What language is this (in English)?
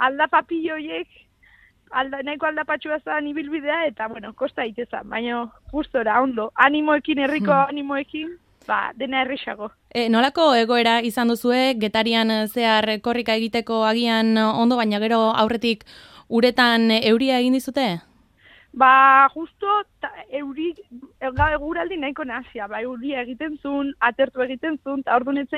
Basque